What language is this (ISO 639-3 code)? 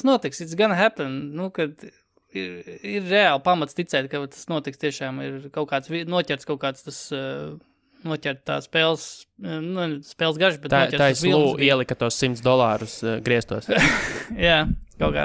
lav